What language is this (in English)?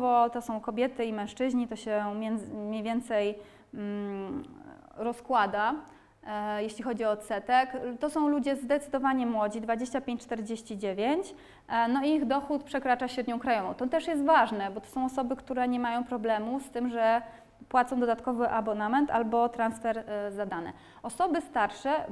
Polish